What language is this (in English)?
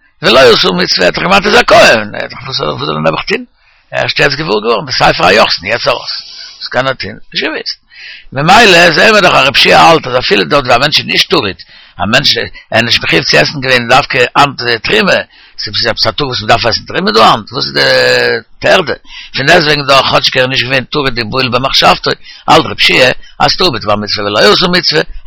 Yiddish